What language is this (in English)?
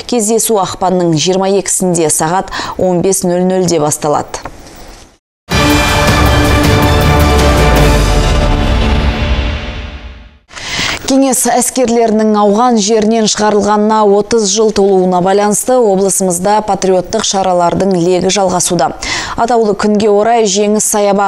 Kazakh